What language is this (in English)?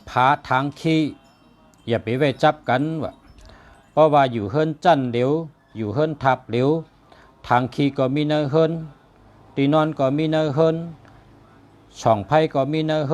Shan